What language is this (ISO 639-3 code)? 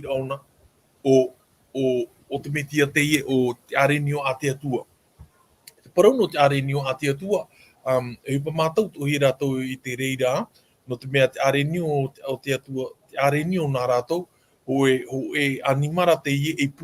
tah